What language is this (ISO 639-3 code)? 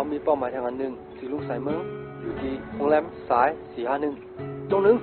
shn